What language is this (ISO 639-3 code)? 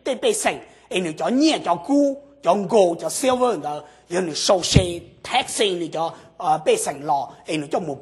hmn